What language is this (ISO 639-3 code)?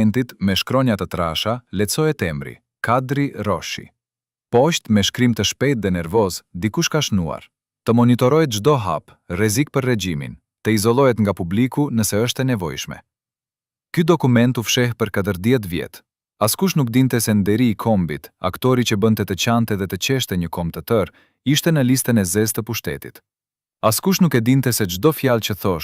sqi